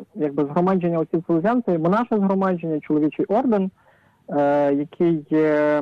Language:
Ukrainian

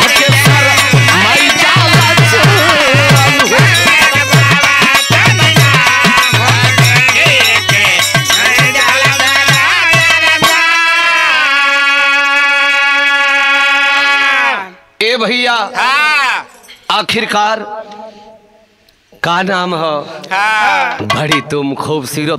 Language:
Bhojpuri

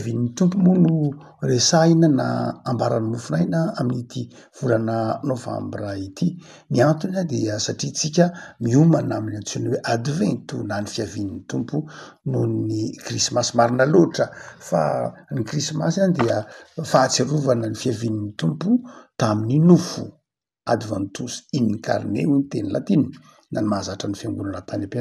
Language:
Malagasy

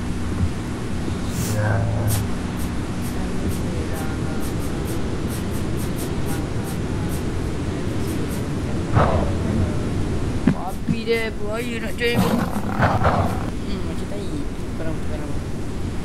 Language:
Malay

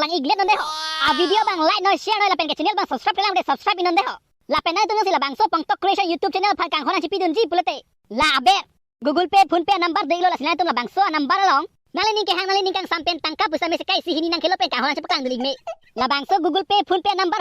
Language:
Karbi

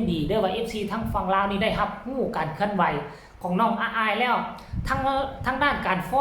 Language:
Northeastern Thai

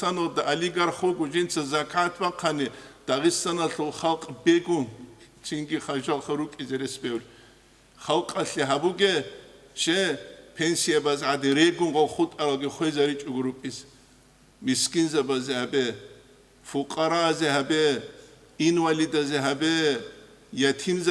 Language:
Avaric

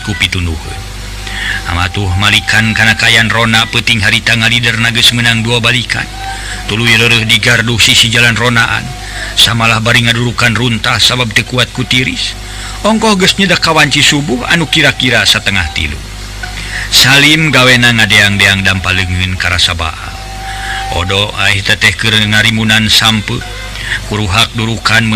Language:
Sundanese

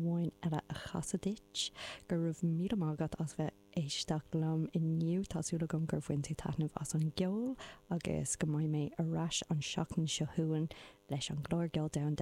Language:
Irish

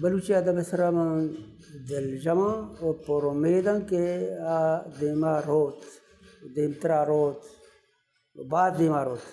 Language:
Baluchi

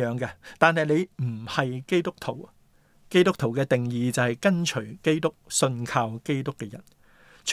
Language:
Cantonese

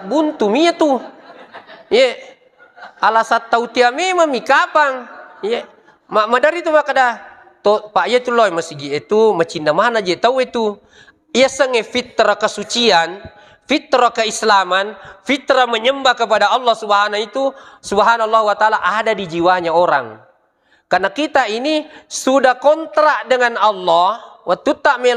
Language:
Buginese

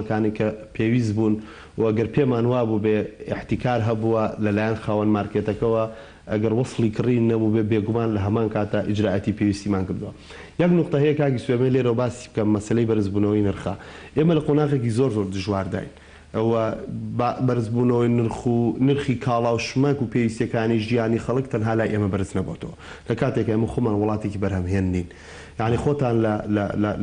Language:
Central Kurdish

